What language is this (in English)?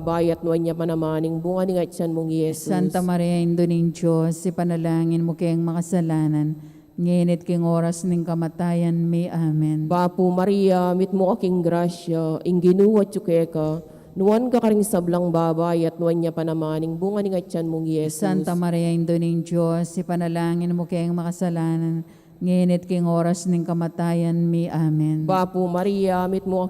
Pampanga